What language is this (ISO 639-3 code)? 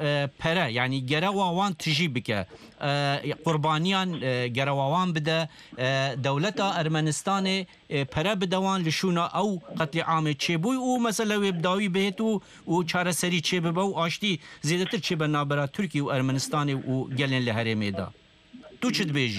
kur